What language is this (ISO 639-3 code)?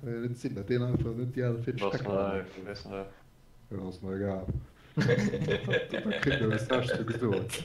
ltz